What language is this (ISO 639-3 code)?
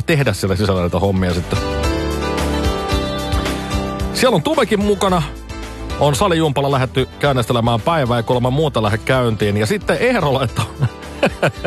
fin